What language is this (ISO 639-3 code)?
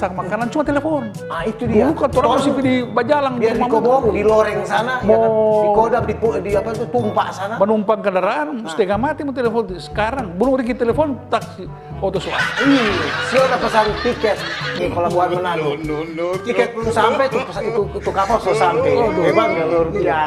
xmm